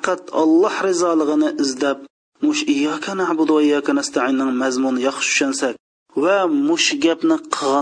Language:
Uyghur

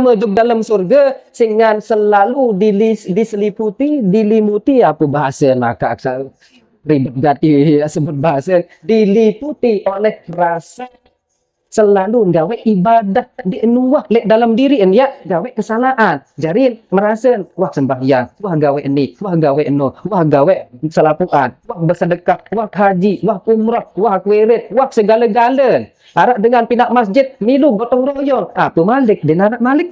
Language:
Sasak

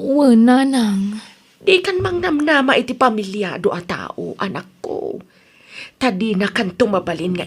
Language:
Iloko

